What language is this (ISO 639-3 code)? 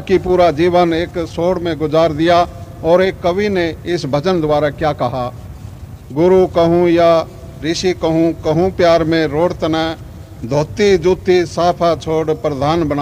hin